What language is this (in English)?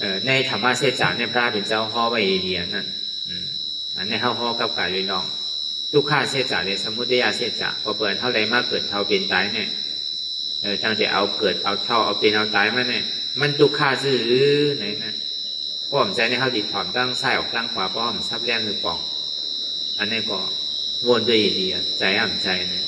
Shan